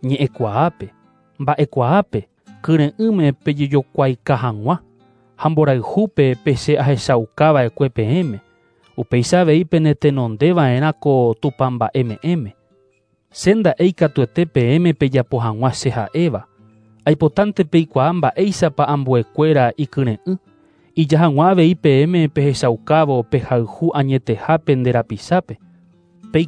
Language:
Guarani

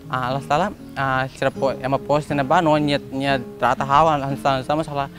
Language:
Tetum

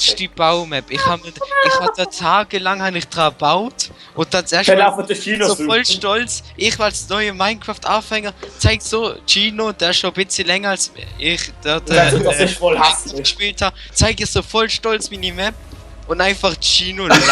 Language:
Swiss German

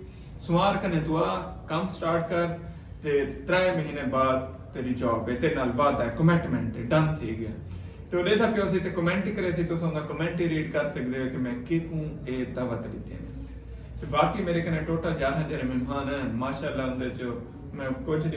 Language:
Saraiki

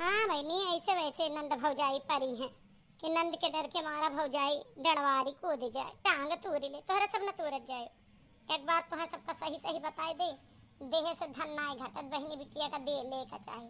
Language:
Awadhi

